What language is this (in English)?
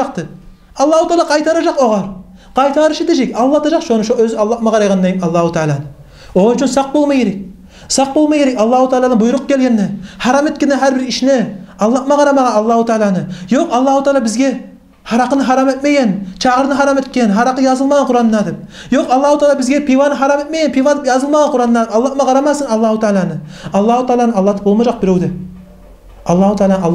Kumyk